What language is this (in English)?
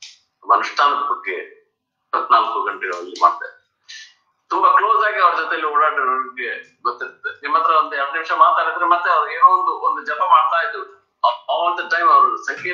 Kannada